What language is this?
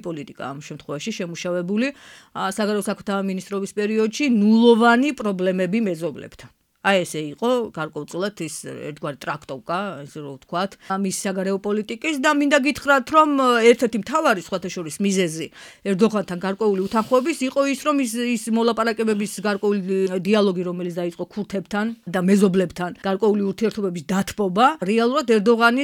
Georgian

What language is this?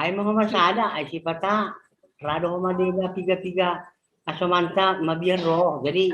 Batak Simalungun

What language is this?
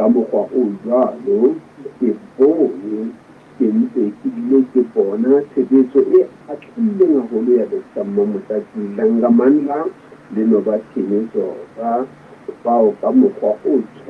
Southern Sotho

